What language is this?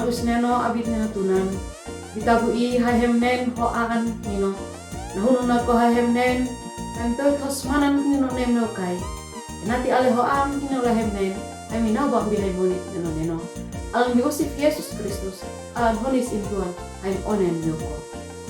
Uab Meto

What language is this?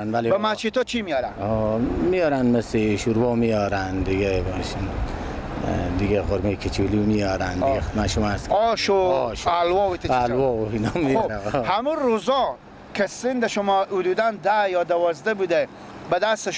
Persian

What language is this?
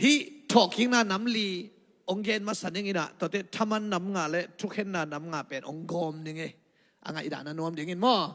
Tedim Chin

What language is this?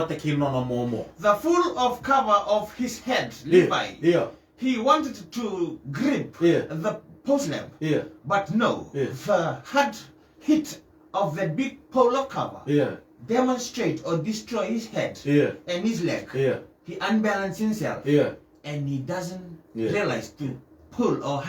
Fijian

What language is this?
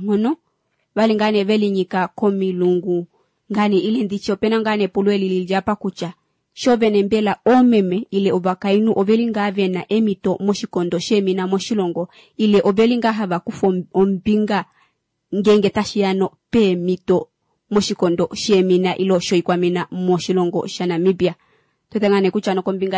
Kuanyama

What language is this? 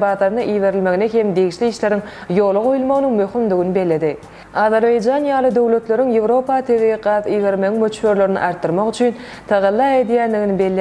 Turkmen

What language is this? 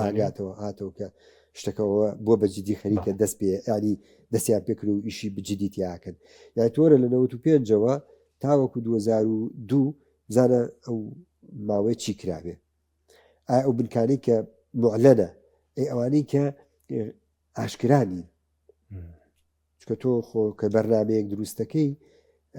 Central Kurdish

